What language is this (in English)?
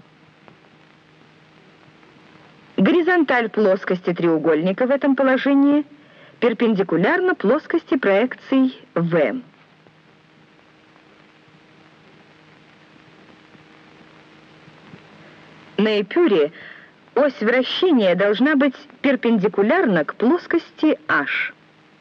Russian